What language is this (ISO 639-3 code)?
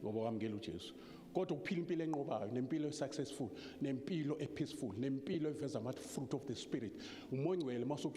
zul